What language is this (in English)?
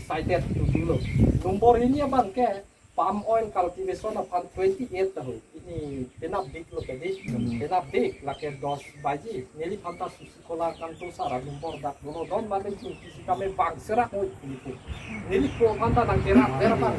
Karbi